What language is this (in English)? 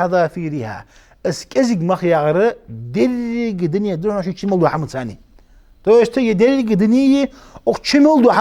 Ingush